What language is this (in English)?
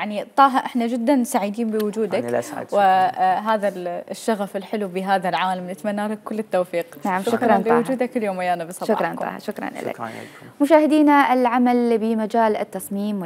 Mesopotamian Arabic